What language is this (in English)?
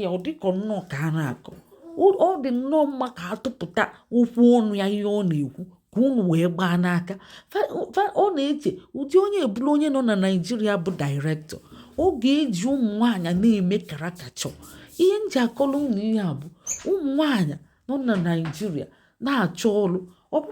Igbo